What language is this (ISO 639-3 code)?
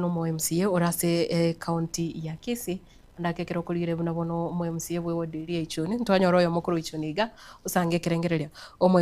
guz